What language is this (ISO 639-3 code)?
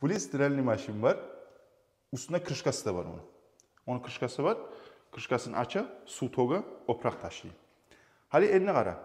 kum